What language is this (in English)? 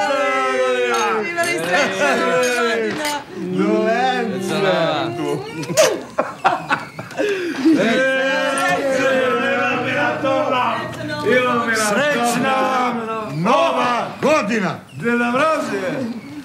Serbian